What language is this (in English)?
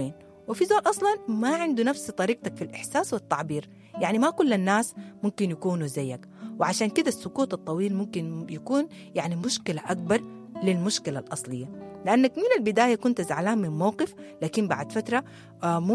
Sudanese Arabic